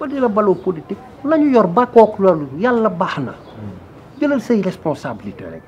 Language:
Wolof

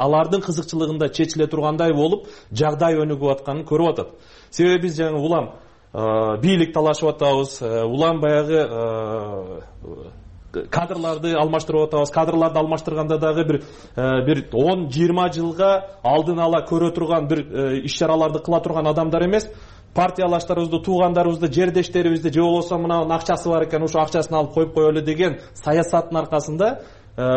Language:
Kyrgyz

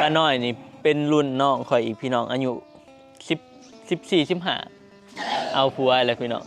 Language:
Northeastern Thai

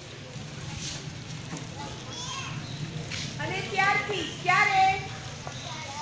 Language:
Gujarati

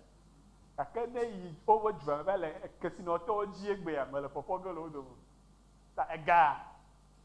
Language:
Ewe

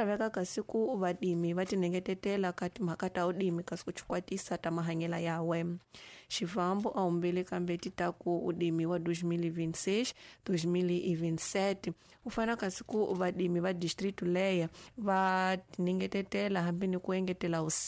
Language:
Tsonga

